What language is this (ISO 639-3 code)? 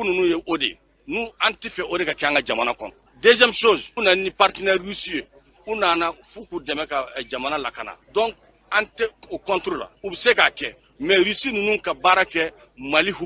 bam